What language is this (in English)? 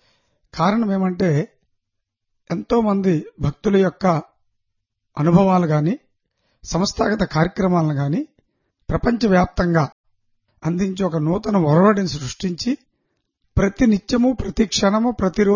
Telugu